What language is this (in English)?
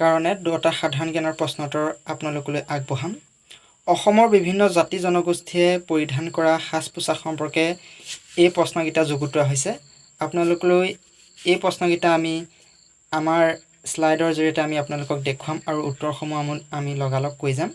Assamese